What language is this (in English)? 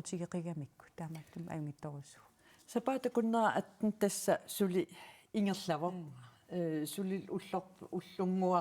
Kalaallisut